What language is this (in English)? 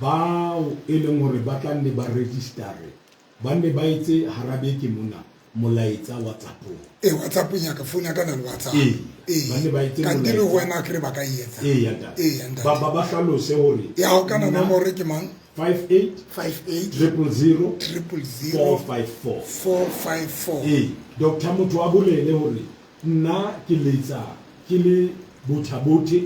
Southern Sotho